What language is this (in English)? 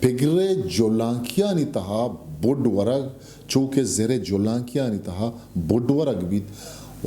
Eastern Balochi